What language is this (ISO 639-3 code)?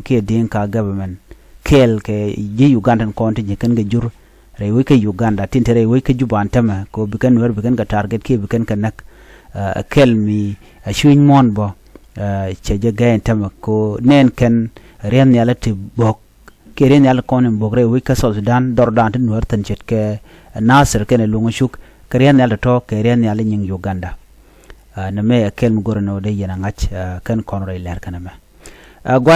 nus